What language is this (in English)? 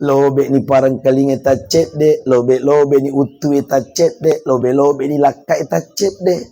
Buginese